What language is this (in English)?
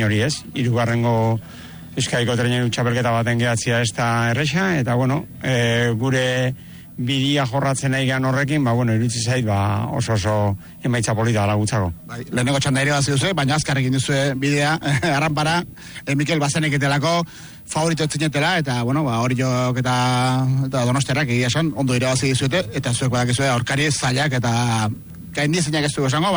Basque